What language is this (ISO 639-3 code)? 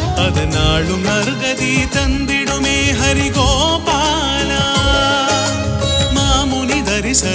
tam